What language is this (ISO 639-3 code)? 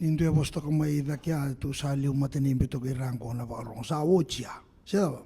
fij